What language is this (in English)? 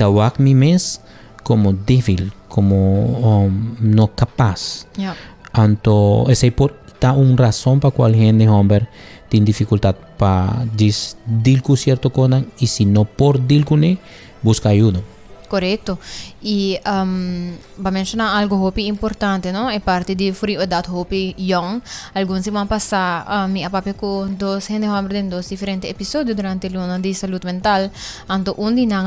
Papiamento